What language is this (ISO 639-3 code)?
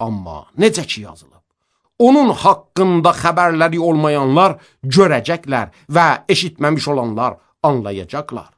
aze